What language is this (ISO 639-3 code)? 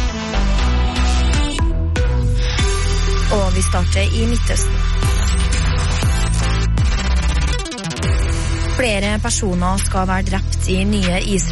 nor